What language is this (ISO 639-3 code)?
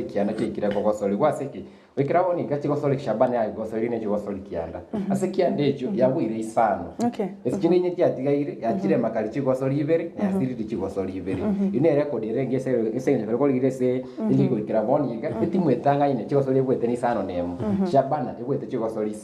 guz